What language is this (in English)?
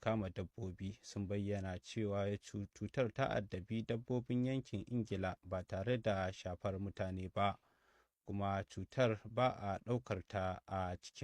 Hausa